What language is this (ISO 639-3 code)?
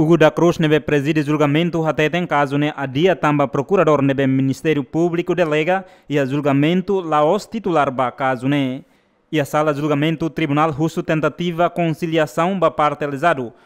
tet